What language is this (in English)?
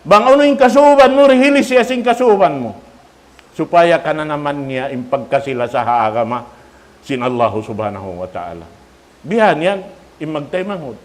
Tausug